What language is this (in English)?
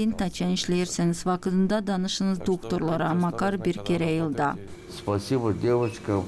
Gagauz